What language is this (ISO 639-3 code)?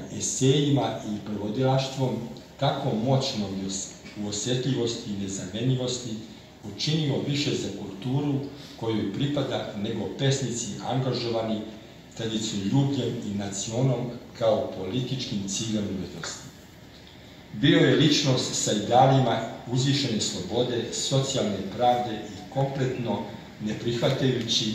srp